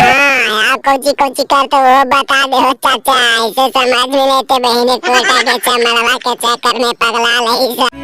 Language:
Magahi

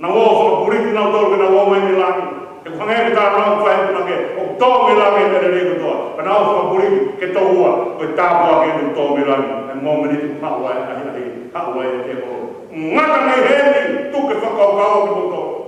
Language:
Tongan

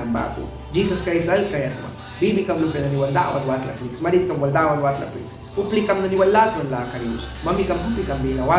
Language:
Mískito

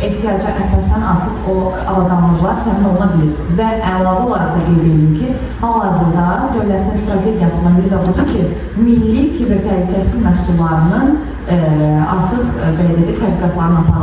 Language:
Azerbaijani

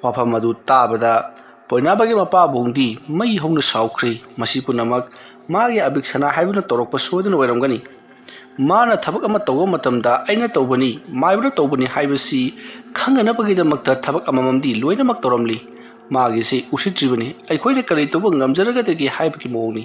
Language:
Manipuri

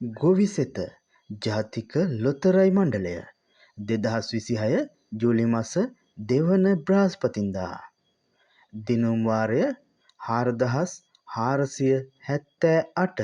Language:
Sinhala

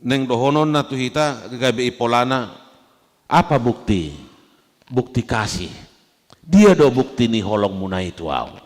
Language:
Batak Toba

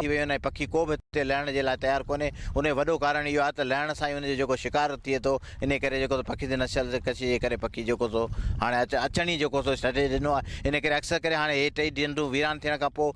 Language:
Sindhi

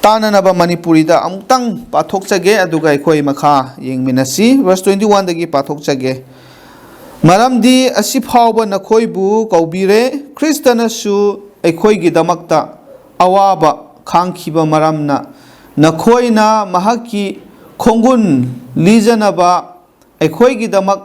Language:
Manipuri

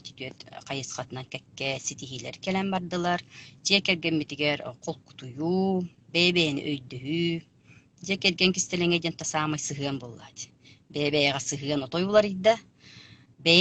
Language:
Yakut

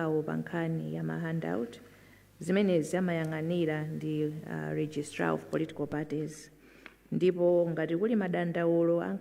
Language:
Nyanja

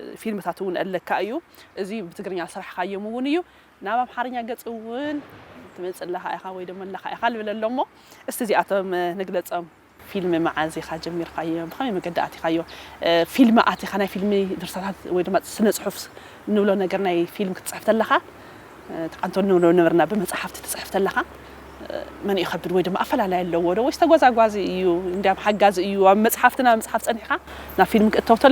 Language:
Tigrinya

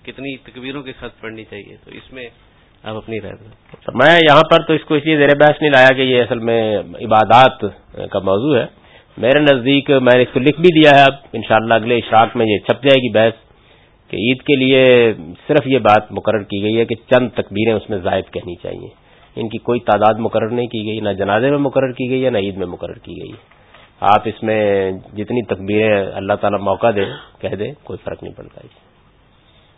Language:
Urdu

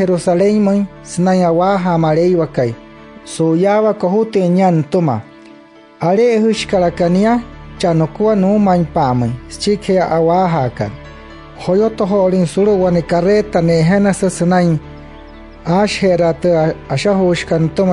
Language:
Wayuu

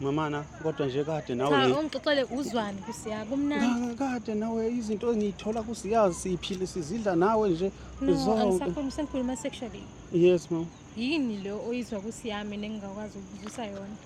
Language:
Zulu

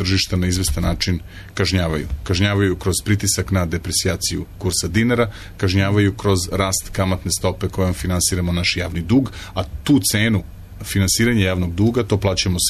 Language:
Serbian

